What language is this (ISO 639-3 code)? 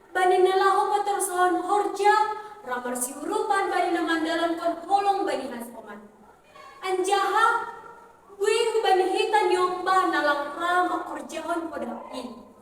bts